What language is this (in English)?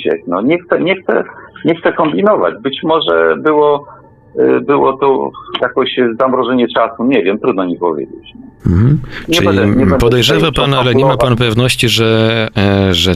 Polish